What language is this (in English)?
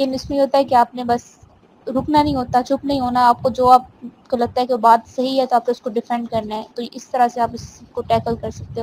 Urdu